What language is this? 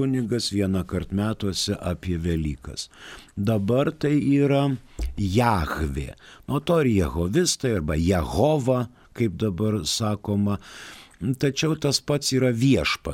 Lithuanian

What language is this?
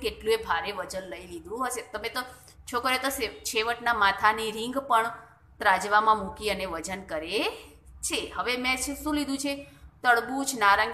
Gujarati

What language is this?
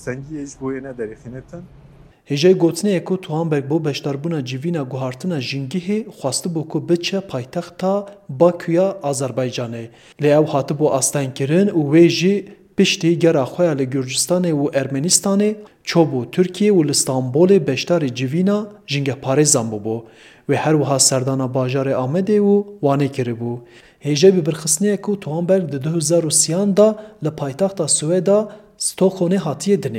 Kurdish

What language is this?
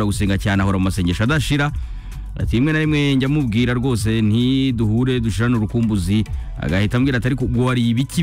Kinyarwanda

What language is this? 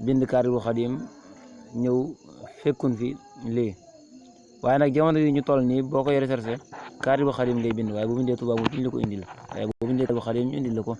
Wolof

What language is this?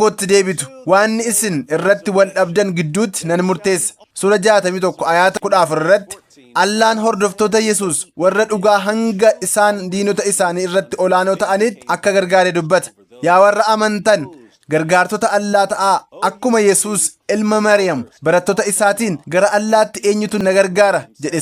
Oromo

